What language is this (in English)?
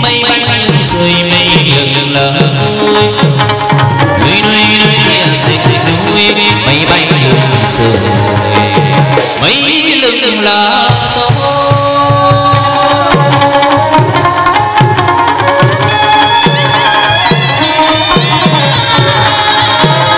Vietnamese